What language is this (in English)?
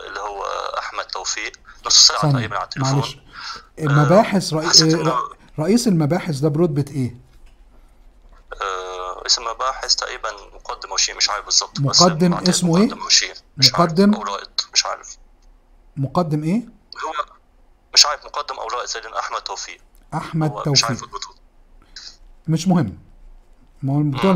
Egyptian Arabic